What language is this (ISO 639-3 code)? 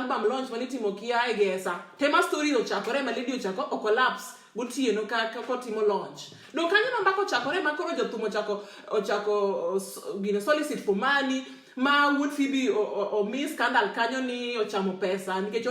luo